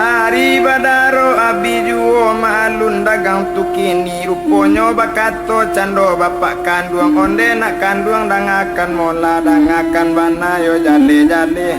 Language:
Minangkabau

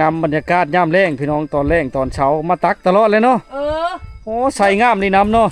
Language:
Lao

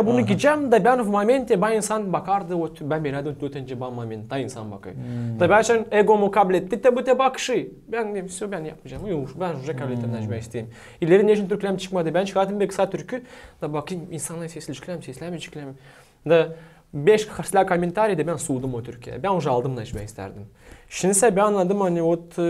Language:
Gagauz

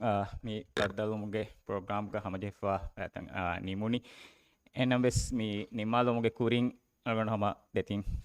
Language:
Divehi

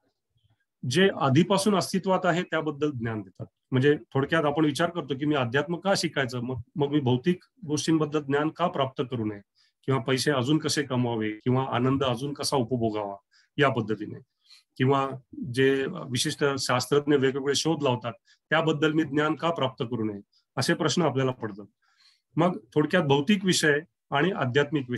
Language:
Marathi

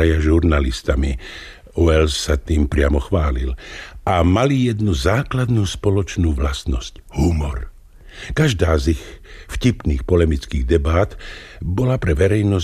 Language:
Slovak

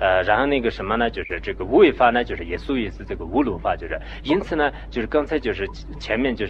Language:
Chinese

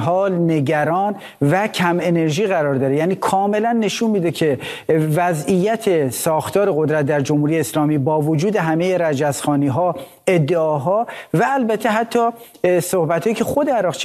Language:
Persian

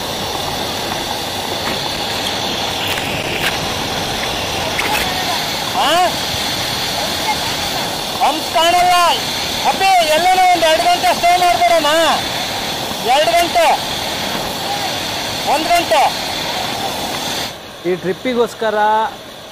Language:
Kannada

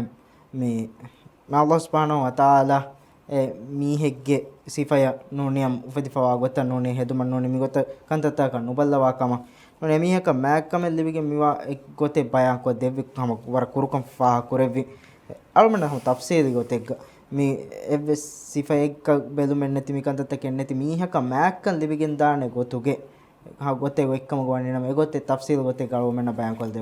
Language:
Divehi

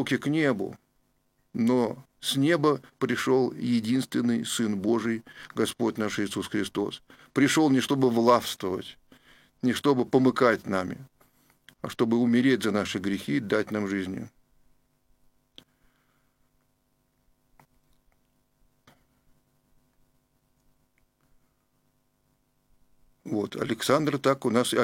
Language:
Russian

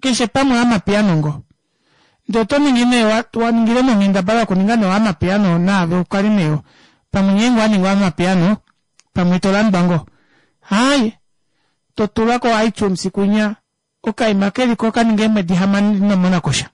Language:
Kuanyama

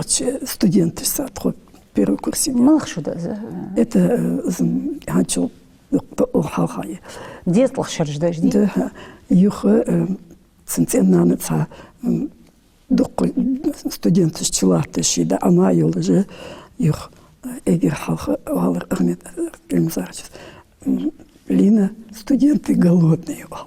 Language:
Ingush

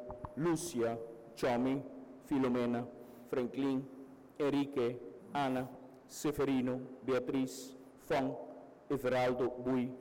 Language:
Papiamento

